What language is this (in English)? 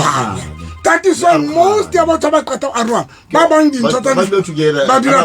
Southern Sotho